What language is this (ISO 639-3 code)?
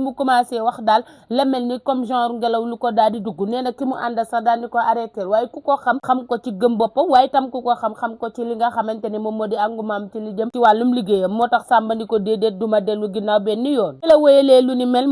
wol